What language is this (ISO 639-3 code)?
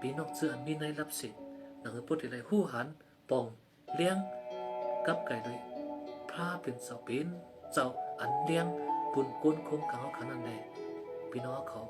shn